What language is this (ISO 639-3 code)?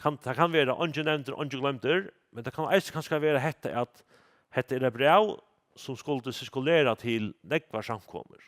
fao